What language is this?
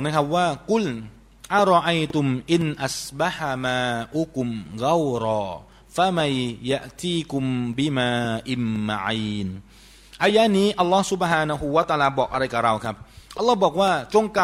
Thai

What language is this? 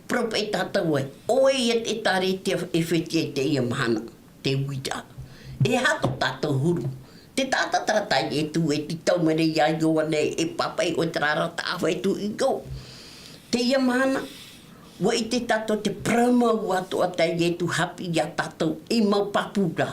Tahitian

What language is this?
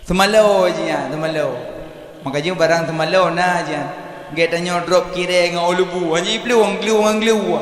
Achinese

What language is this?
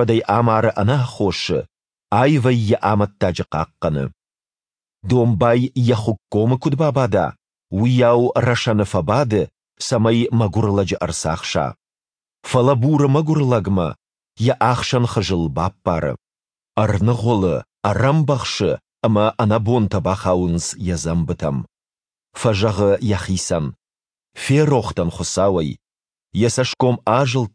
Ossetic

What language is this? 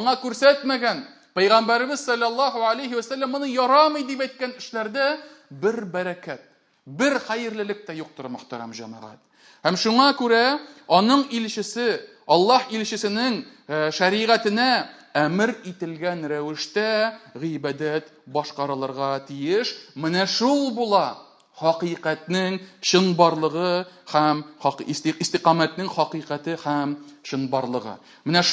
Tatar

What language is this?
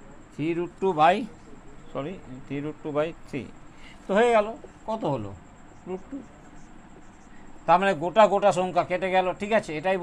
Bangla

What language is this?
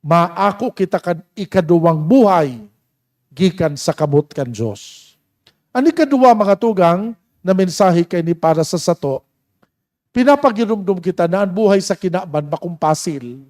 Bikol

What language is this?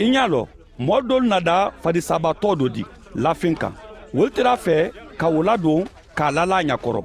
Mandingo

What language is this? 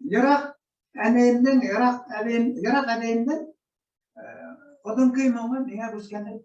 Bashkir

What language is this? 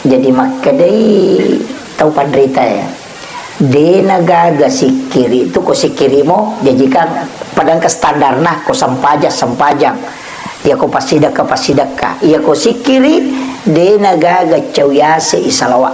Buginese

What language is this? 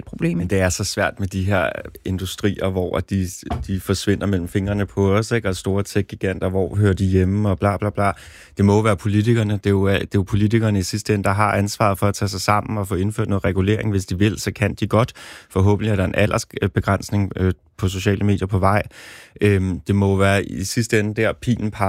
Danish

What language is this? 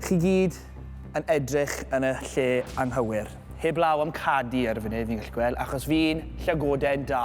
Welsh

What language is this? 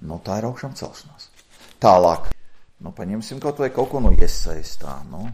Latvian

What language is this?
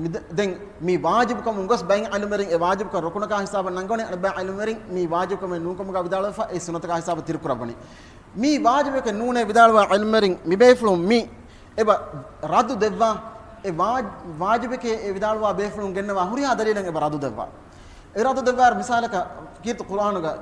Divehi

